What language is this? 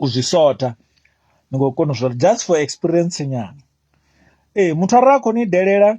Venda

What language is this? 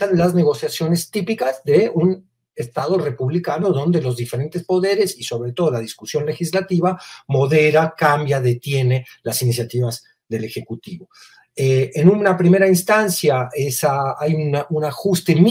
Spanish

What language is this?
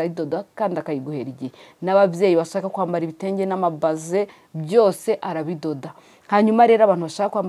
Kinyarwanda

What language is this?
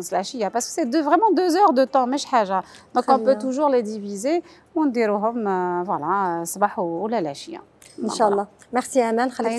Algerian Arabic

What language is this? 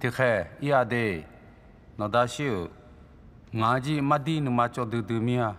Akha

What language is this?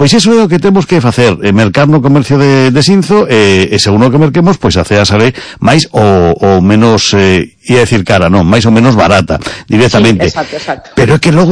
Galician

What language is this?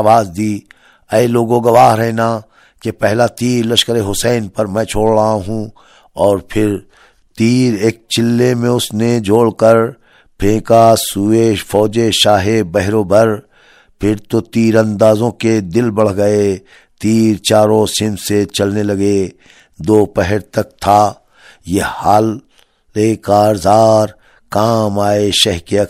Urdu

